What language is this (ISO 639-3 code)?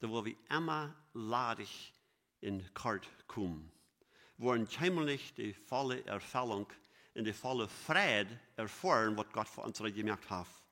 pdt